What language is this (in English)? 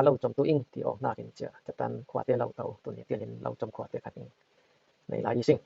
Falam Chin